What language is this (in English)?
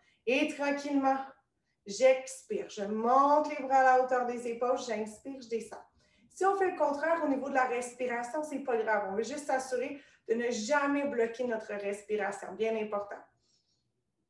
French